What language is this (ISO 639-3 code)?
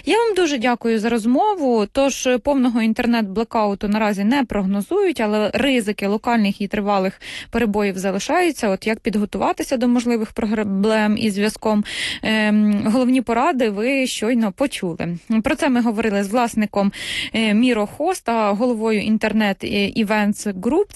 ukr